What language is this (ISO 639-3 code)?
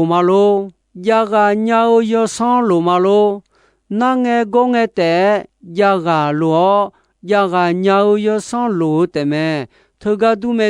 ahk